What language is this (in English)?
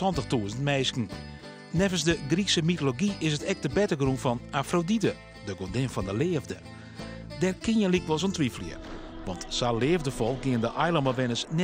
Western Frisian